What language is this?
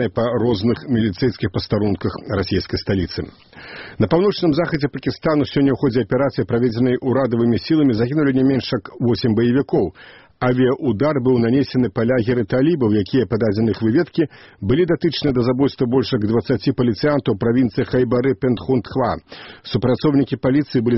Belarusian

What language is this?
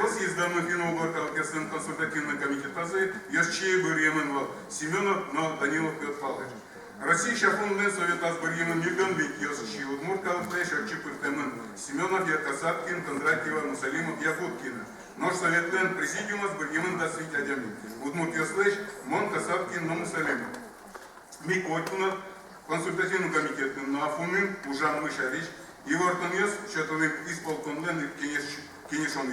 Udmurt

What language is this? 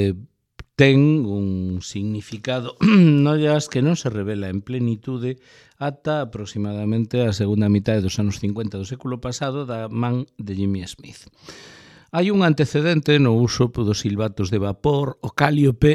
Galician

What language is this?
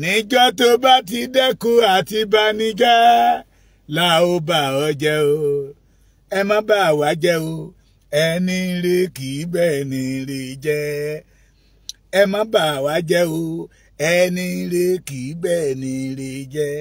Yoruba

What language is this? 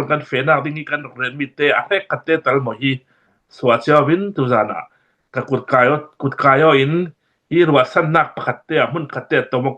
Hakha Chin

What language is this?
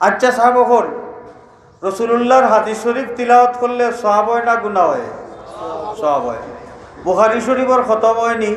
Sylheti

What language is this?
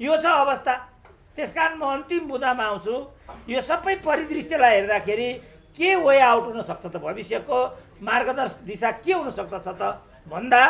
Nepali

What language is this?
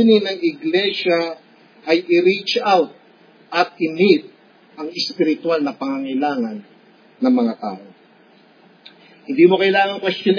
Filipino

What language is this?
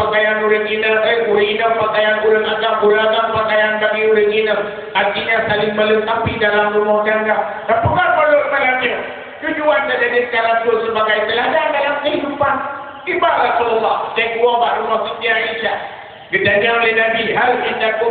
Achinese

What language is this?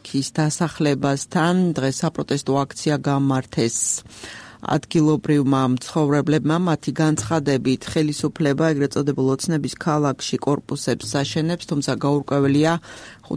Georgian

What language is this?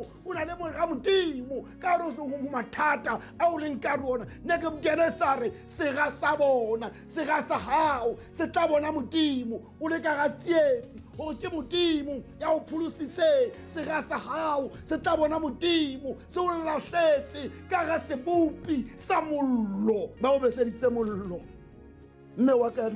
Southern Sotho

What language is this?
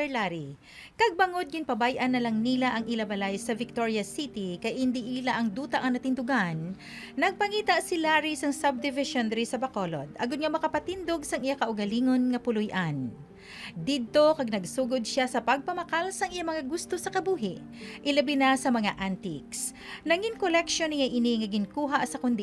Hiligaynon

